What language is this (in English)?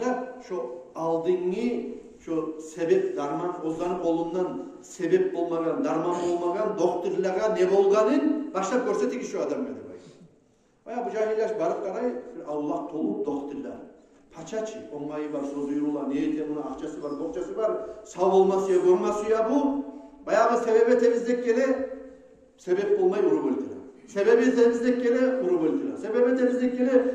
Kumyk